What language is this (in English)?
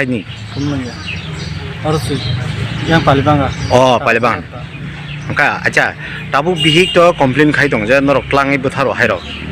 Kok Borok